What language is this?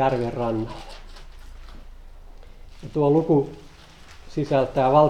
Finnish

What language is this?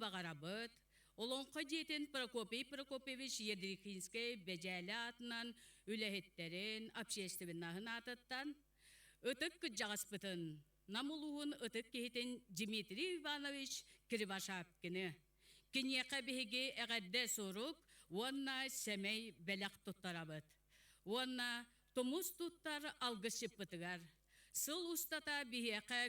Yakut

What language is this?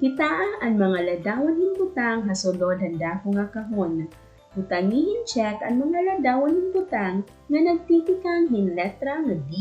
Waray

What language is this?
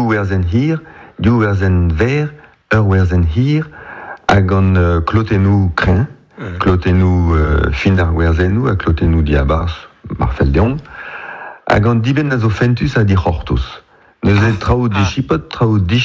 Breton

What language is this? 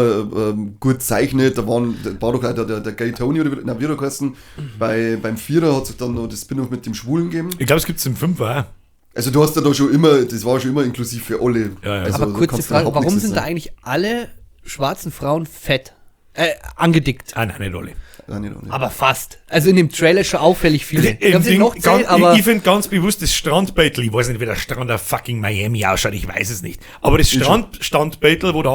Bavarian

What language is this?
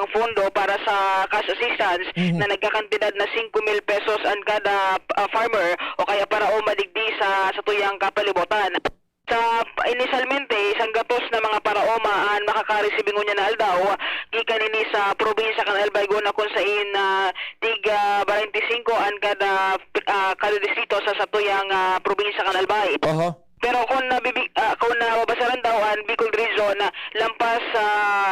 Bikol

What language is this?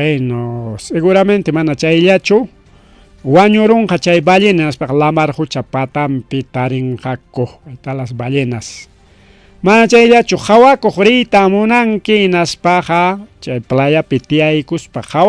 Ayacucho Quechua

